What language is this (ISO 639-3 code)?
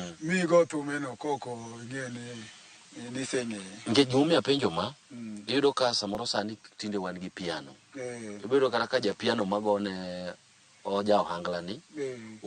luo